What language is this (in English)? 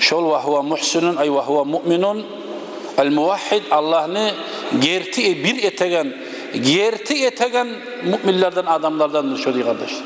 Kumyk